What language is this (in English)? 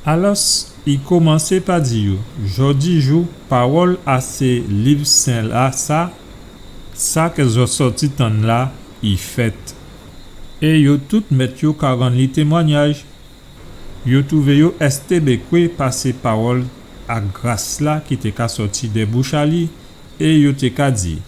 Guadeloupean Creole French